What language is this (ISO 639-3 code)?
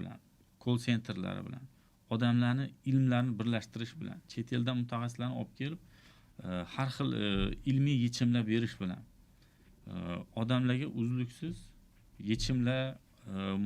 uzb